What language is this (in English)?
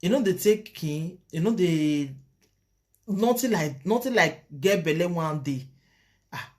Nigerian Pidgin